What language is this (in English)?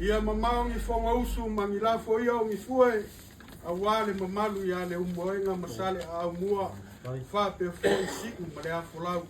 Samoan